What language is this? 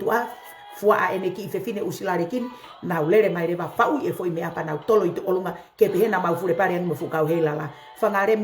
Tongan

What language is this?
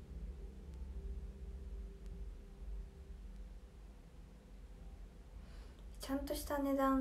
Japanese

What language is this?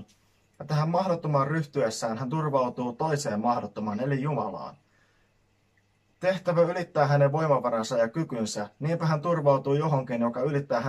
Finnish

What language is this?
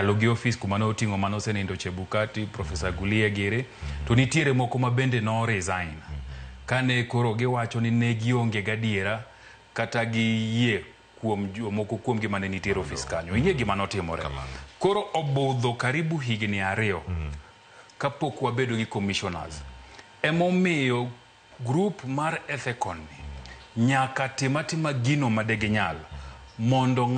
Luo (Kenya and Tanzania)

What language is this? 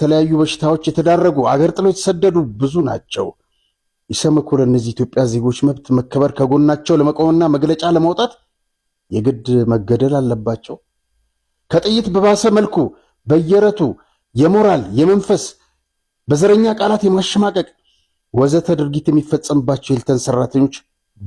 Amharic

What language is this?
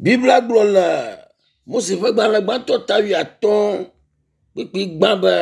Ewe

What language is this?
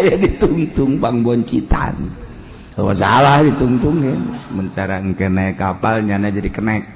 Sundanese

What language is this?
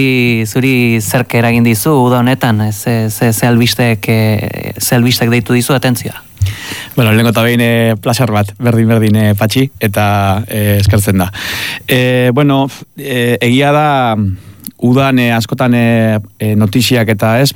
Basque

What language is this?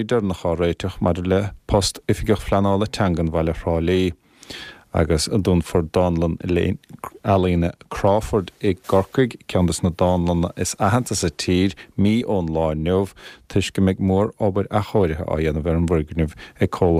Irish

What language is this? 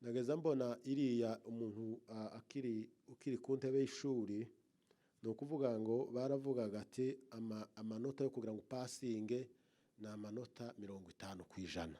Kinyarwanda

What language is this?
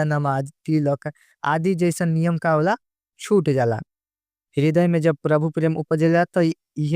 Bhojpuri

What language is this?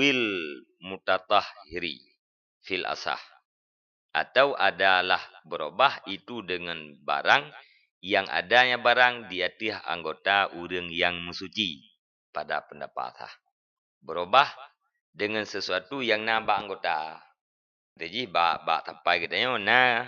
Achinese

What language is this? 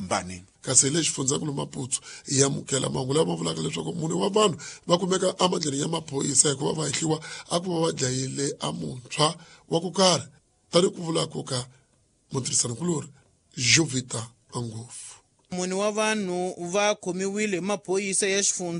Tsonga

